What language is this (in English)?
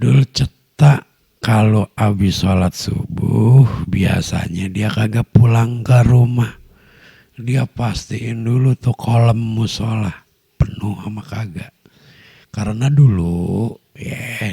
Betawi